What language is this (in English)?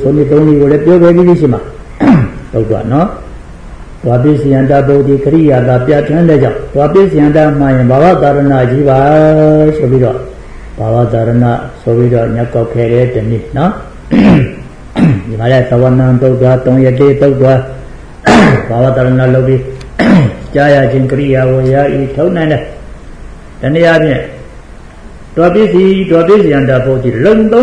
Burmese